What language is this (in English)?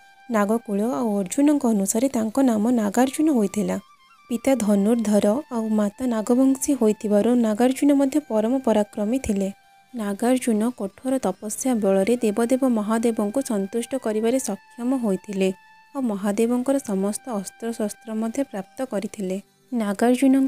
Odia